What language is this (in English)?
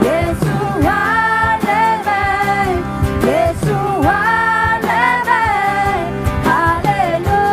Akha